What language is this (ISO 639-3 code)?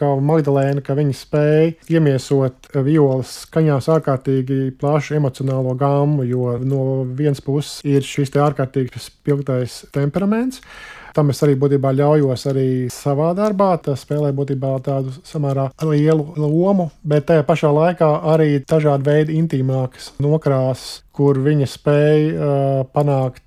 lav